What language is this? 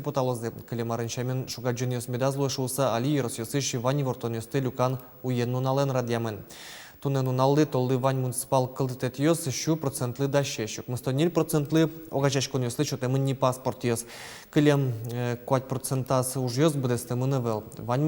Udmurt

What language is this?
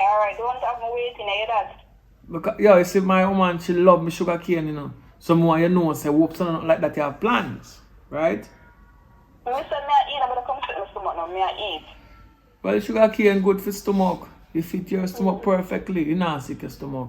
Jamaican Creole English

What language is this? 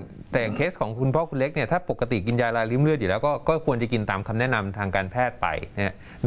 Thai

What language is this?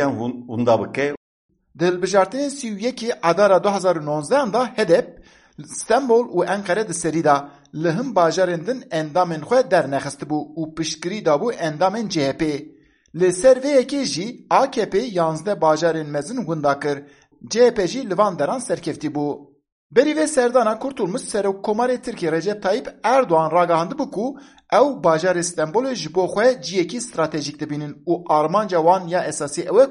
Kurdish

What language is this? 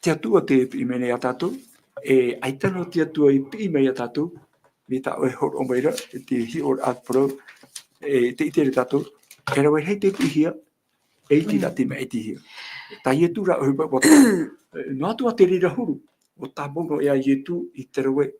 Tahitian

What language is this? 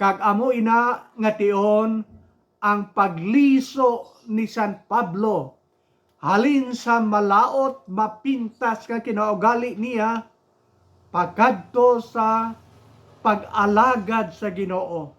Hiligaynon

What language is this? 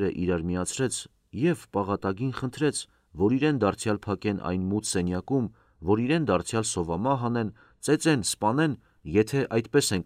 Armenian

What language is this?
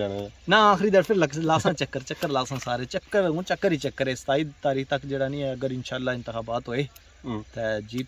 Pahari-Potwari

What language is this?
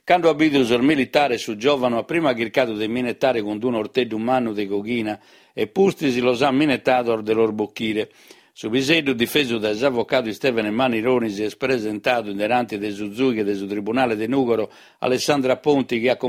Sardinian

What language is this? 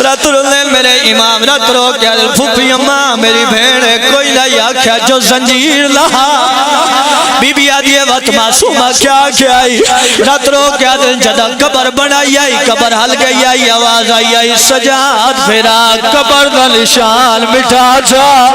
Pahari-Potwari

